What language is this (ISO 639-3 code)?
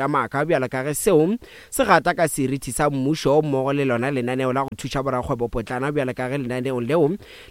nso